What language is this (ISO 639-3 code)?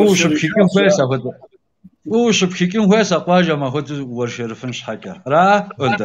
kbd